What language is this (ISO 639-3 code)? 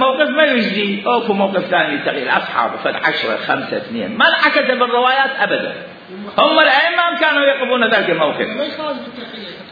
acm